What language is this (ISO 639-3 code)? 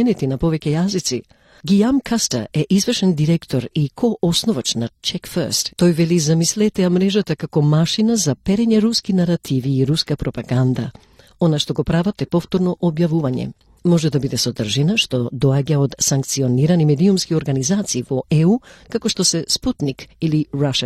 mkd